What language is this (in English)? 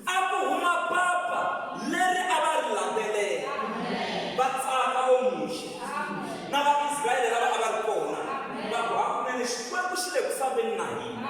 Tsonga